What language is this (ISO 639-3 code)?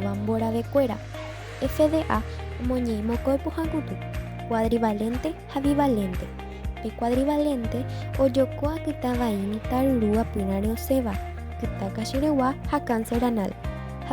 grn